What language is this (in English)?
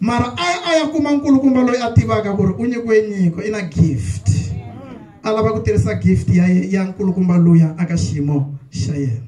Tsonga